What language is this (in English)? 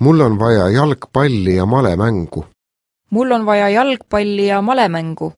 Estonian